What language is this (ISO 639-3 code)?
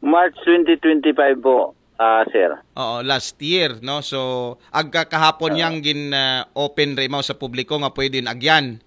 akl